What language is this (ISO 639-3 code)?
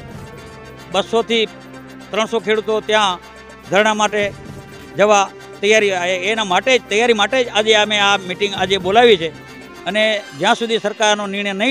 guj